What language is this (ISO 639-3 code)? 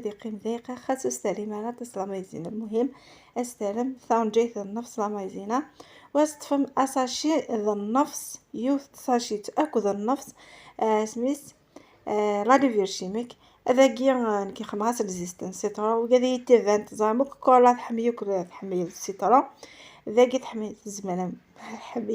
kab